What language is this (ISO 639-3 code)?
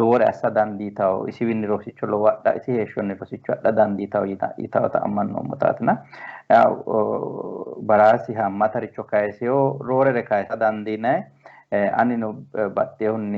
sid